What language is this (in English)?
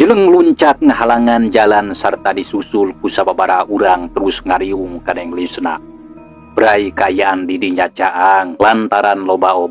Sundanese